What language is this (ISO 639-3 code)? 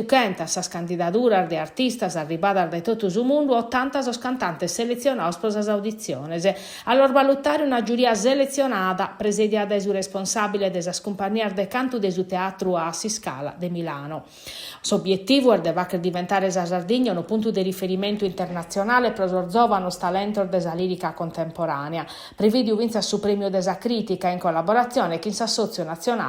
srd